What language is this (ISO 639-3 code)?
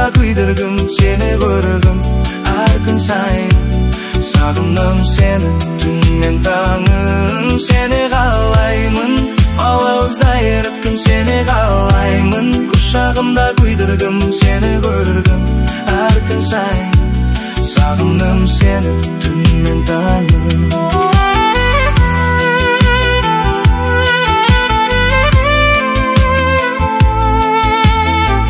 kaz